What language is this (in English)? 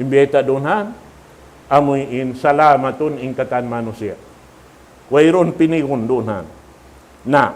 Tausug